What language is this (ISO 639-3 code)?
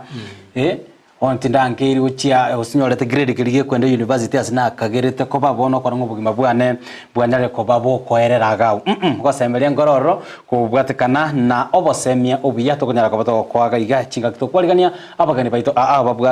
guz